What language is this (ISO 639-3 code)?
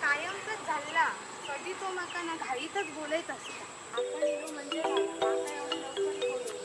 kok